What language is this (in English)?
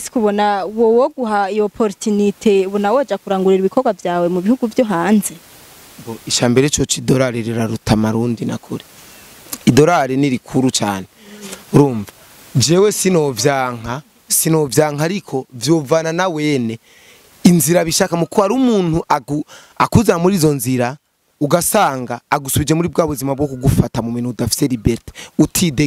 Rundi